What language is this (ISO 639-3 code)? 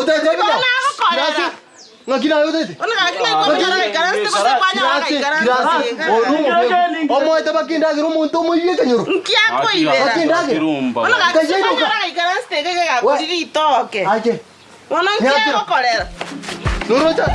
guz